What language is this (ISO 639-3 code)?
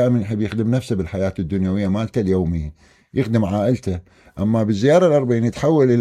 acm